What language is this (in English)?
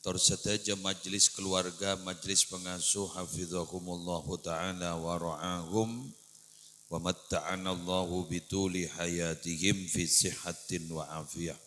Madurese